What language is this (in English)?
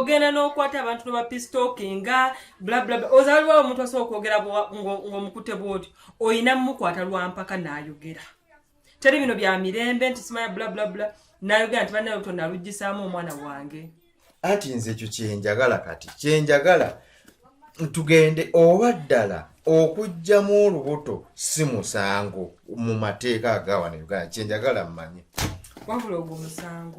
Ganda